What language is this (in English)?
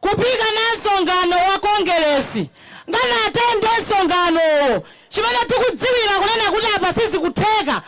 Nyanja